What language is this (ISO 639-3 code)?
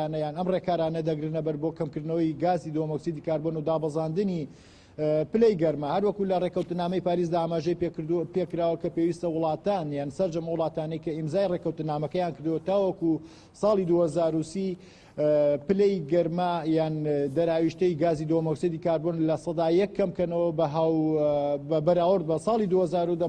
ckb